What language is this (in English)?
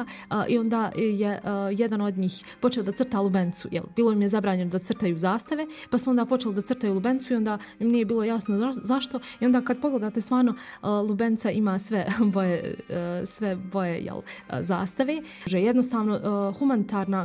Bosnian